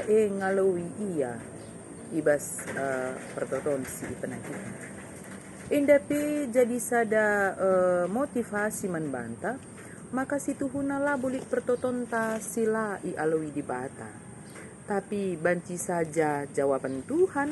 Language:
Batak Karo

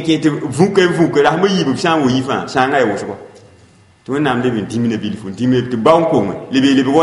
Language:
Mossi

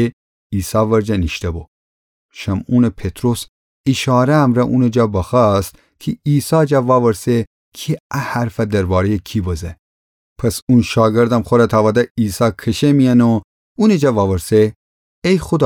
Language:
Gilaki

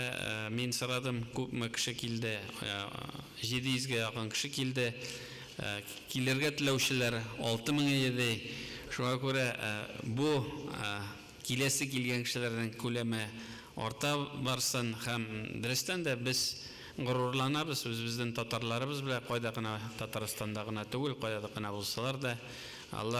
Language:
Tatar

